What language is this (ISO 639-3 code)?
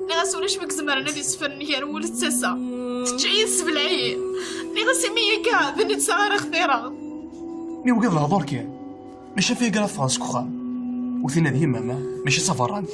kab